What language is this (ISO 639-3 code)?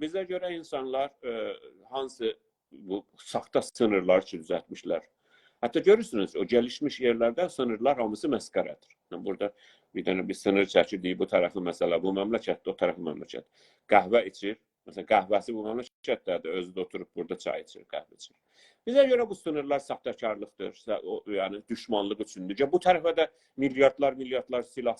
azb